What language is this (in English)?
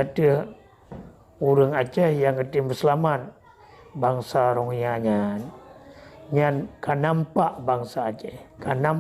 Achinese